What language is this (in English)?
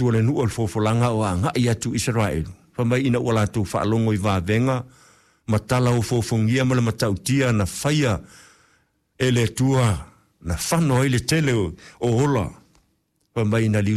Samoan